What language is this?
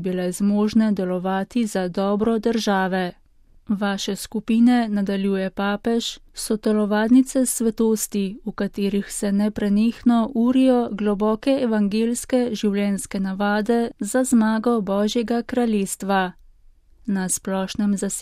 Slovenian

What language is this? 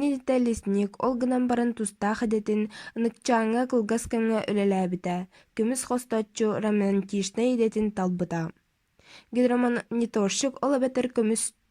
Yakut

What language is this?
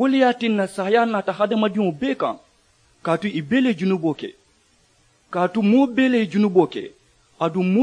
Mandingo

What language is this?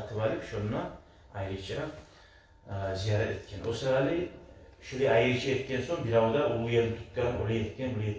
Kumyk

